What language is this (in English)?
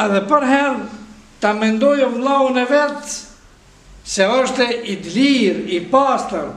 Albanian